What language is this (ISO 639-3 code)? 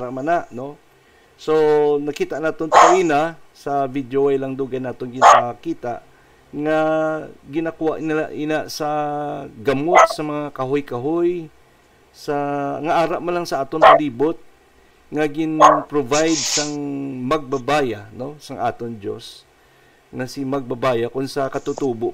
hil